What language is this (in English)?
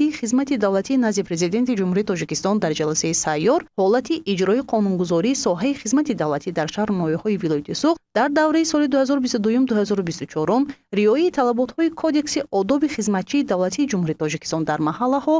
Tajik